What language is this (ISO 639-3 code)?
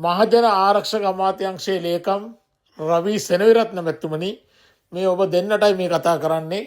sin